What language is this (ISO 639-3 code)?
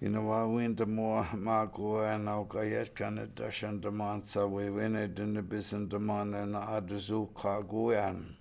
ciw